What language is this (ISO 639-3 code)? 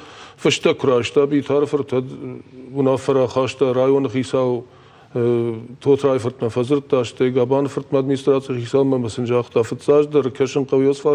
oss